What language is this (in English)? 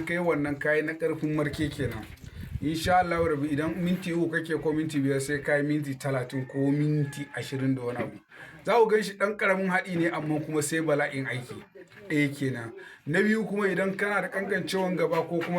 Hausa